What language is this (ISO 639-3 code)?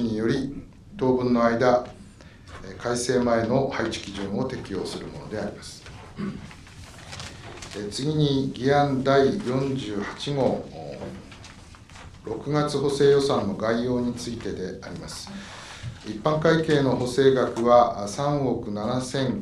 jpn